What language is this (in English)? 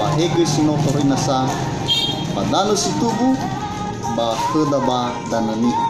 Nias